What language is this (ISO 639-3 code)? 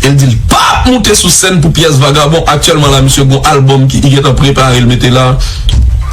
hat